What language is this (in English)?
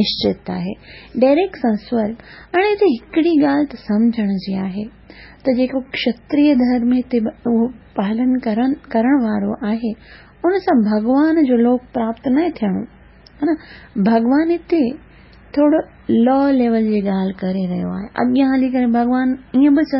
Sindhi